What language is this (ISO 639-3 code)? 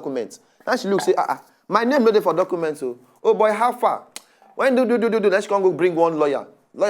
pcm